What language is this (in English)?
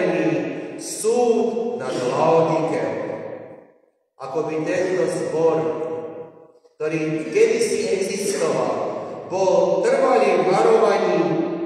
Slovak